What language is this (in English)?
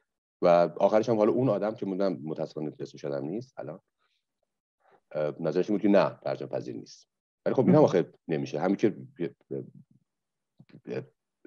Persian